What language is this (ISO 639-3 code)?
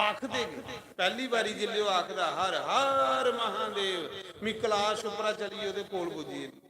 doi